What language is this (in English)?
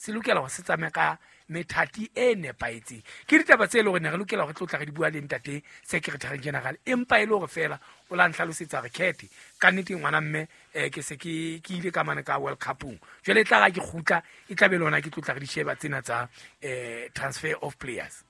Southern Sotho